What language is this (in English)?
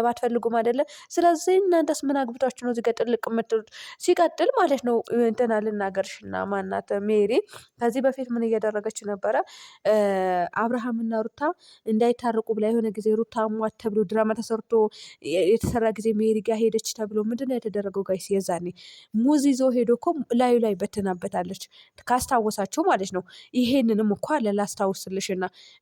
Amharic